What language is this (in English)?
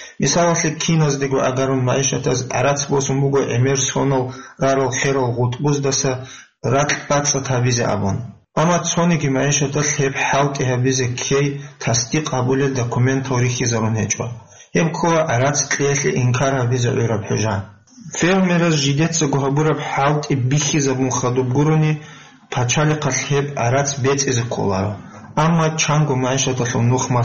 Avaric